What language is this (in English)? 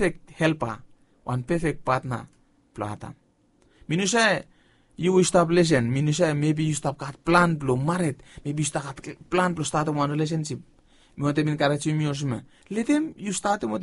Bislama